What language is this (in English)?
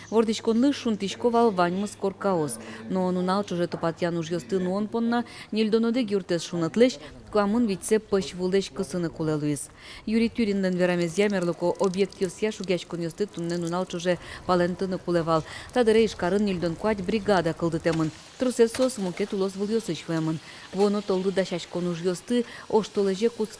Udmurt